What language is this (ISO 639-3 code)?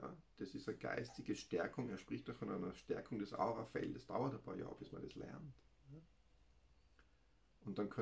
deu